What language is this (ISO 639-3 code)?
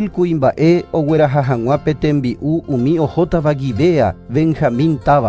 grn